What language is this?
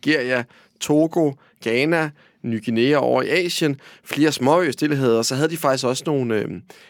Danish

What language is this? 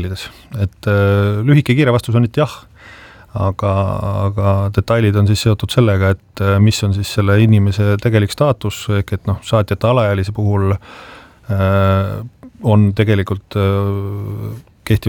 Estonian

